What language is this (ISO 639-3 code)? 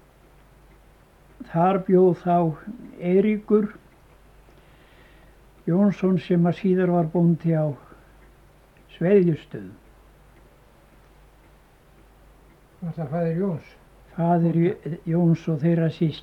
isl